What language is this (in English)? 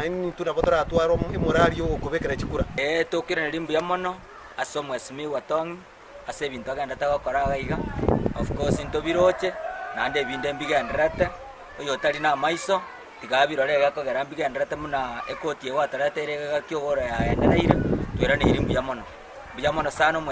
Gusii